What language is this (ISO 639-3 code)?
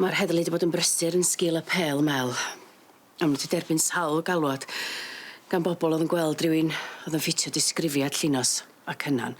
cym